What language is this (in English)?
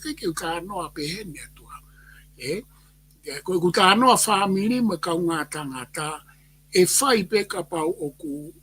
Tongan